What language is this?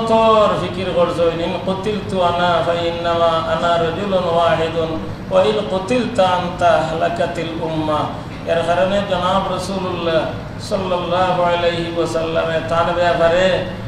Sylheti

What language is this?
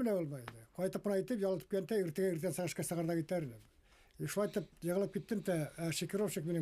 Bashkir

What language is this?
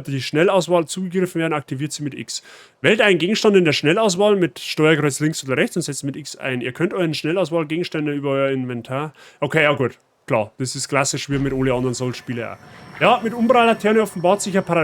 Bavarian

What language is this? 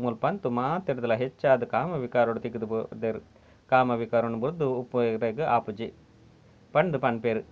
Tulu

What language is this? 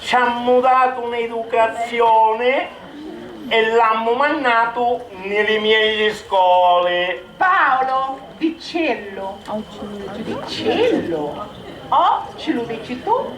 Sicilian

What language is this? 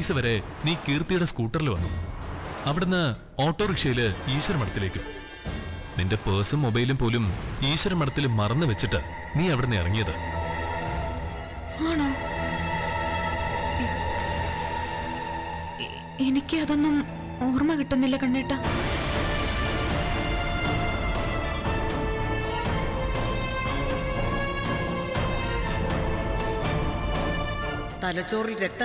Malayalam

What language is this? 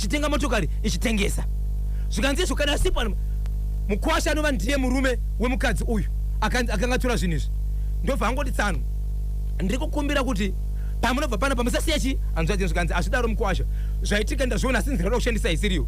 Shona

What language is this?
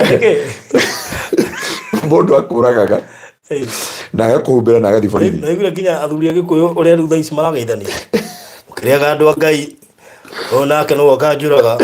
Kikuyu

